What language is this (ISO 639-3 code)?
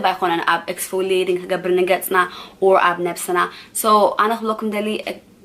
tir